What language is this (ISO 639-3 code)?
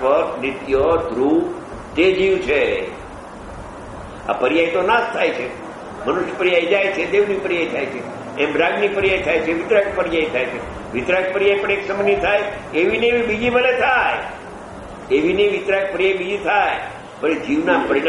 guj